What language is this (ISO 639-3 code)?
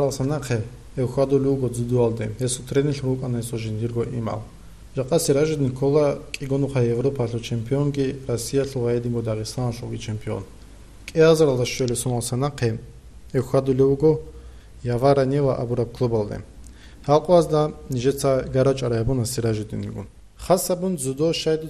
ava